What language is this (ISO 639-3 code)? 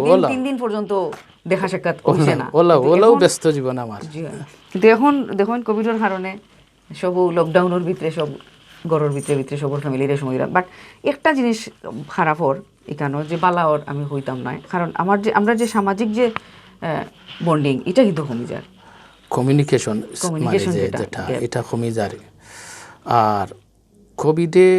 syl